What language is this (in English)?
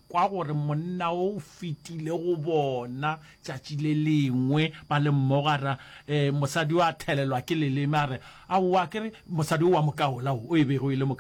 Northern Sotho